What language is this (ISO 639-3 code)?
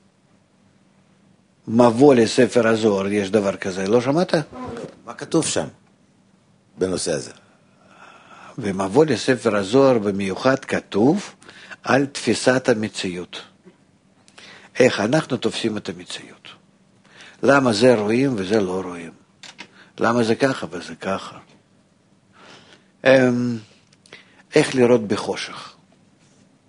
heb